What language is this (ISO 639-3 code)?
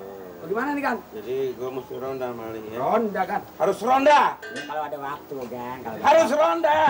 bew